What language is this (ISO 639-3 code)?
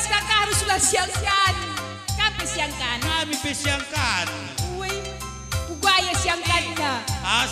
btx